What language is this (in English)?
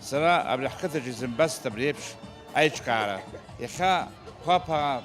Abkhazian